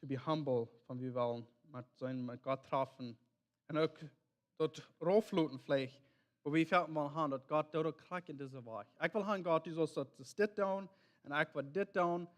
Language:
Plautdietsch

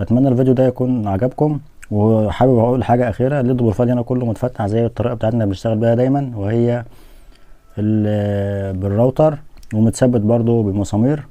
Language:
Egyptian Arabic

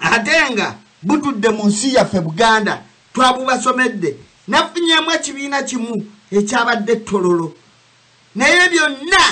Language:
Ganda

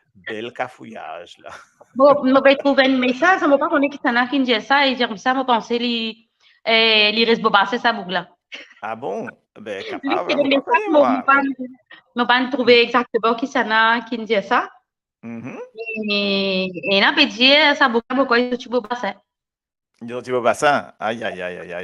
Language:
Morisyen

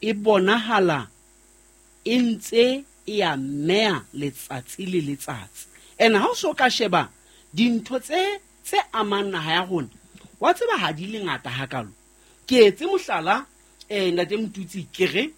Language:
Southern Sotho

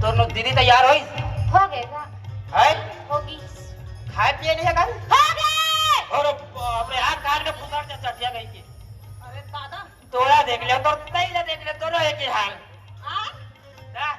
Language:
Chhattisgarhi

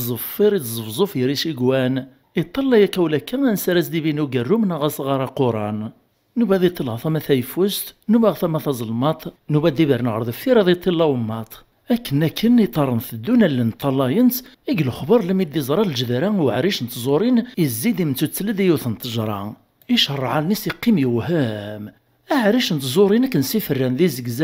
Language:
Kabyle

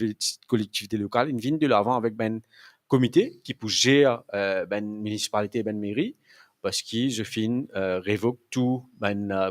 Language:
Morisyen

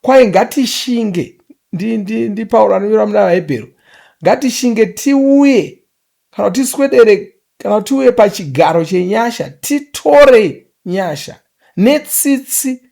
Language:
Shona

